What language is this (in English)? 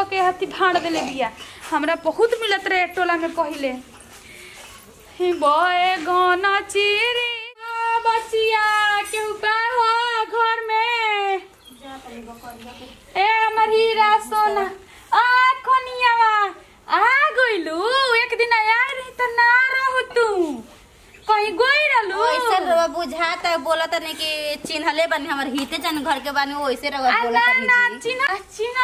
Bhojpuri